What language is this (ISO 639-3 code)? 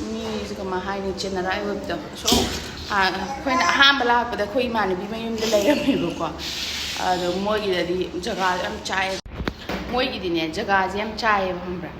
mni